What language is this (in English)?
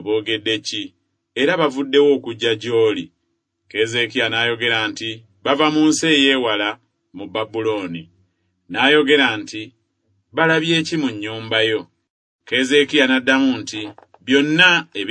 Ganda